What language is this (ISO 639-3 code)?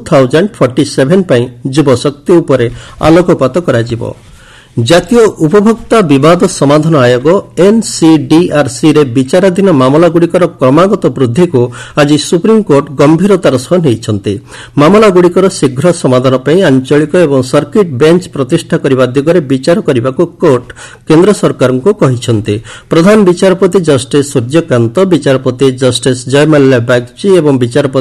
ori